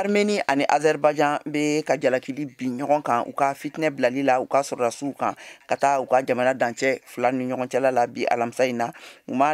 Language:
Bambara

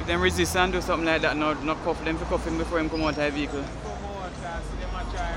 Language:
Jamaican Creole English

